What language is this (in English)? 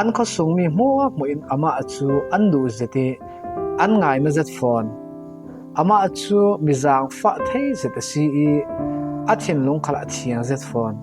Falam Chin